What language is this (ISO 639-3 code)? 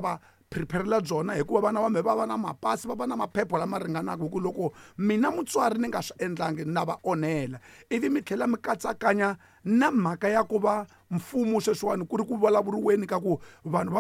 tso